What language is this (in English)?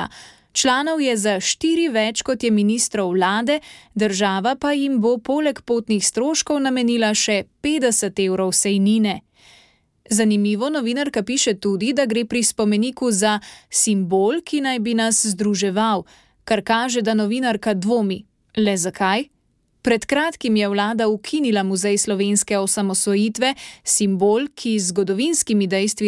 Slovenian